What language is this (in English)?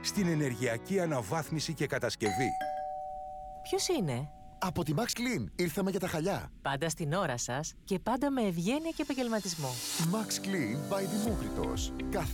Greek